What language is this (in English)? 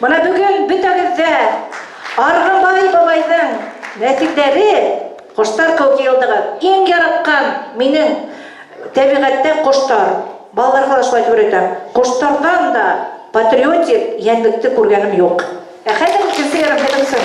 Bashkir